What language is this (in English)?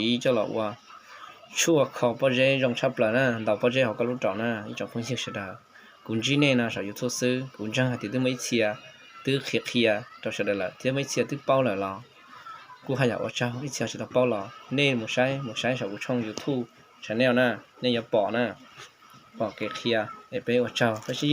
Hmong